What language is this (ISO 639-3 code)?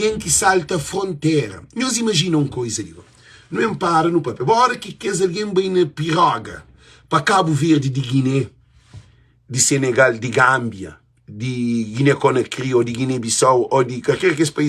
kea